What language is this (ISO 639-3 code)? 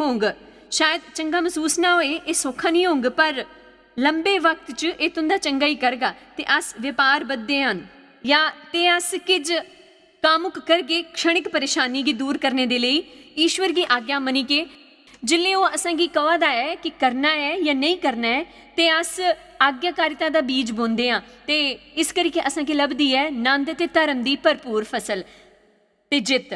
doi